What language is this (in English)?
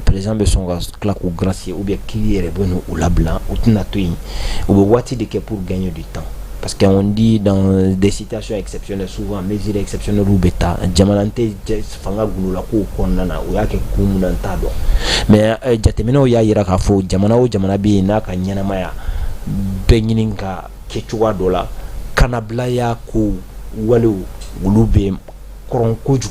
Bambara